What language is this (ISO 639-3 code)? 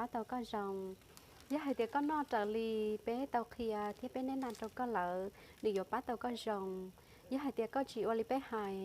hmn